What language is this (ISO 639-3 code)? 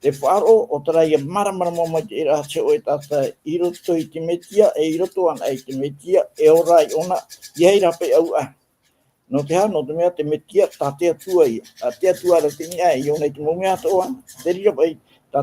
tah